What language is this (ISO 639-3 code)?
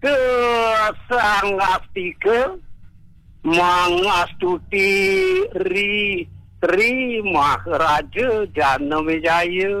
ban